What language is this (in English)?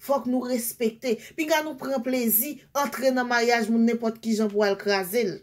Haitian Creole